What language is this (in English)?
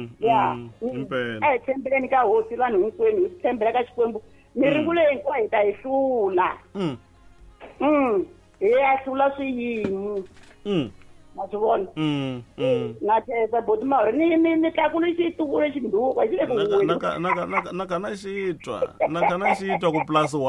Tsonga